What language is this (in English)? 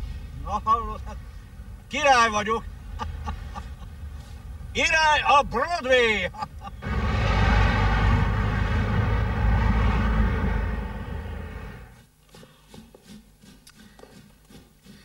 Hungarian